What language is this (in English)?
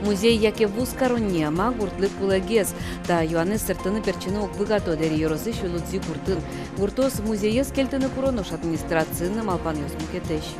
Udmurt